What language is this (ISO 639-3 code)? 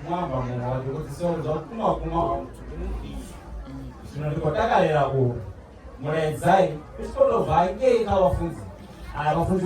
ven